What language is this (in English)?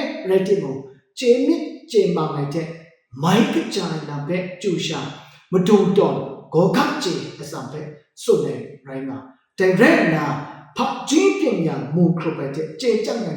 Kachin